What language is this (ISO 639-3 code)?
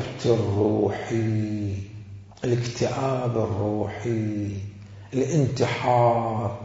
acm